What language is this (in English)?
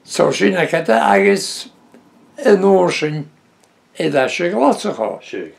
Breton